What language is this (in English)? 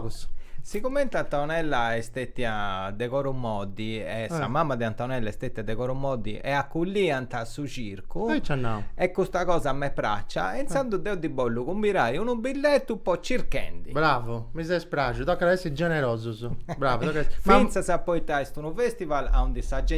Sardinian